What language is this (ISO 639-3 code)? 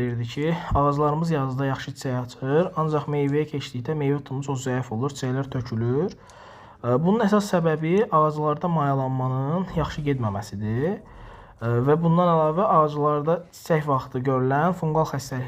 aze